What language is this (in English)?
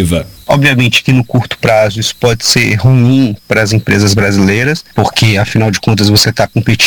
Portuguese